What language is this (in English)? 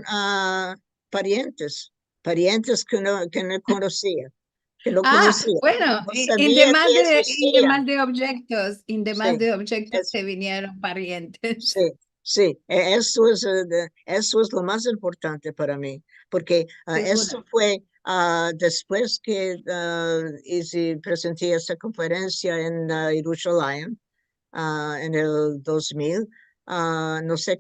Ladino